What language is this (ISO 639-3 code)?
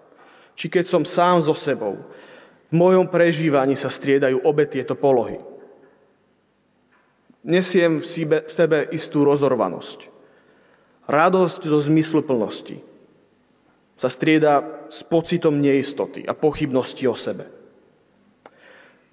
slk